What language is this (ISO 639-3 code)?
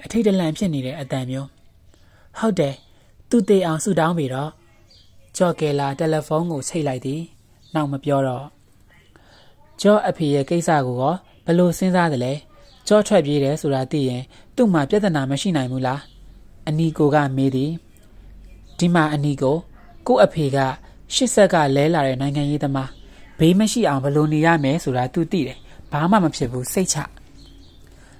mya